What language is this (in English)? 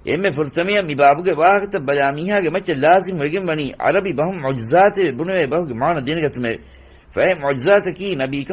Divehi